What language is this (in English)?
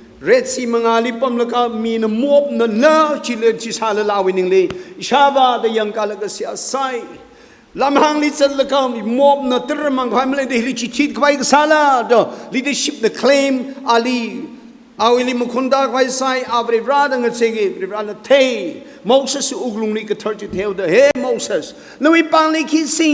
Tangkhul Naga (India)